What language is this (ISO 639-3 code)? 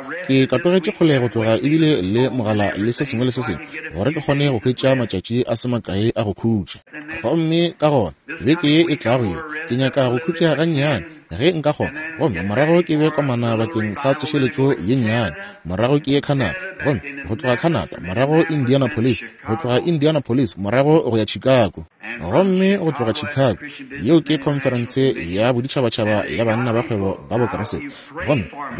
nso